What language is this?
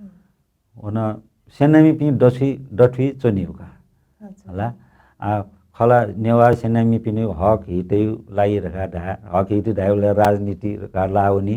Newari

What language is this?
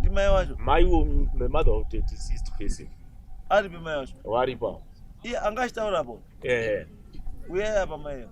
Shona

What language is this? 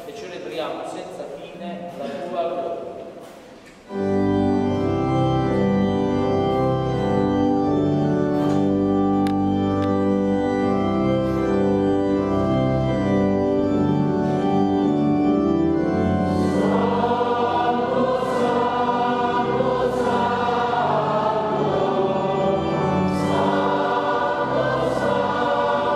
Italian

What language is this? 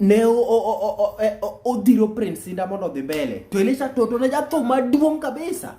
Luo (Kenya and Tanzania)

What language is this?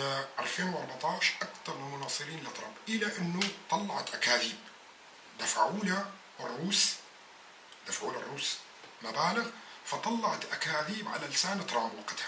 North Levantine Arabic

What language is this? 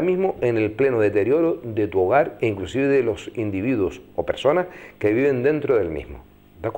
Spanish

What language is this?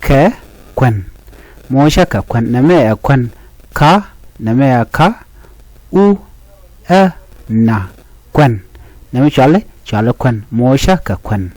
Nuer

